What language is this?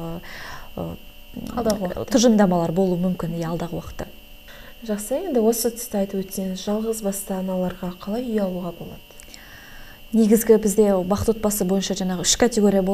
Kazakh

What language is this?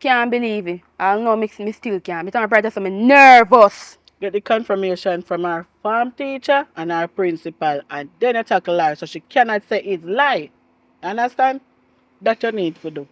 Jamaican Creole English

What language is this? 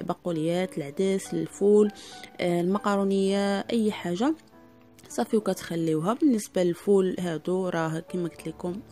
Moroccan Arabic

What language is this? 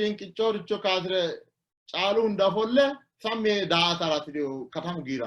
Sidamo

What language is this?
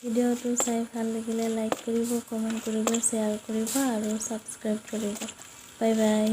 Assamese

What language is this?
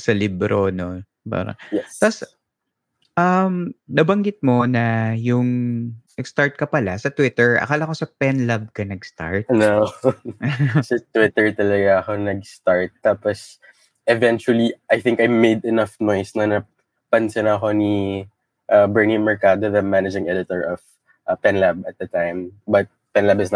Filipino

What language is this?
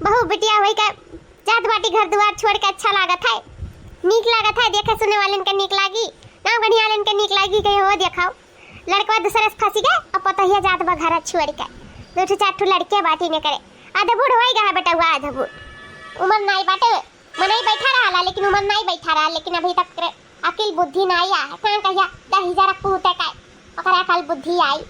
Awadhi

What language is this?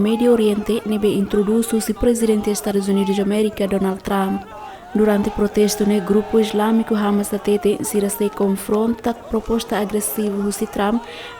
Tetum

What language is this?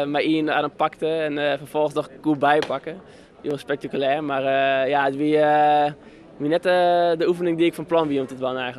Western Frisian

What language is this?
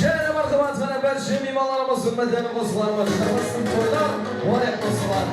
Kara-Kalpak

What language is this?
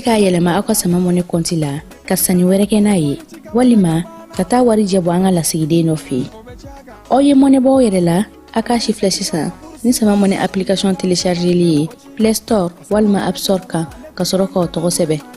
Bambara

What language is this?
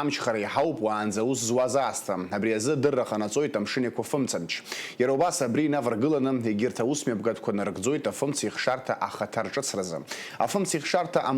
Abkhazian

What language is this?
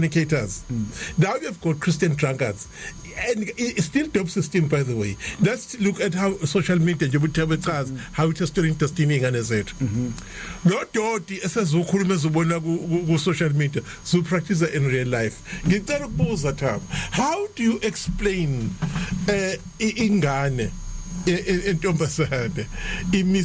Zulu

